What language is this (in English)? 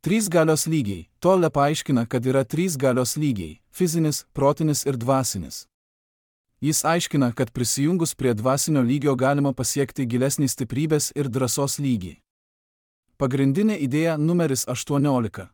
Lithuanian